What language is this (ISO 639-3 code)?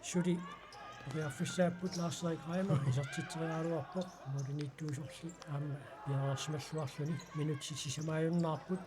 kal